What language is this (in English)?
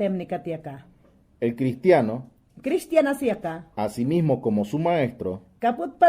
Mayangna